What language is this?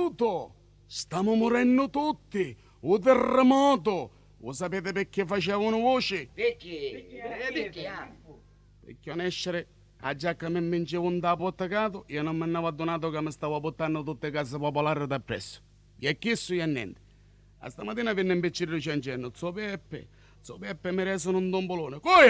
Neapolitan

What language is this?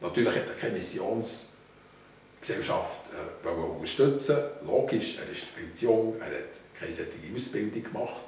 Swiss German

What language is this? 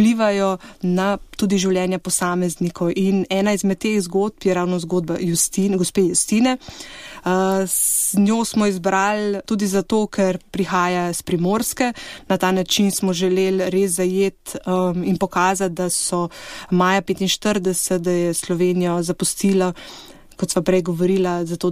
Slovenian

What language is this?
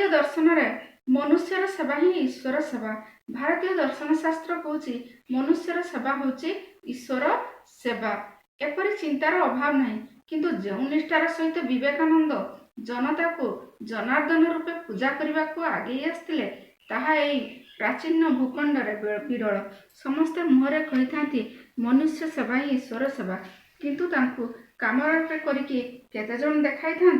Odia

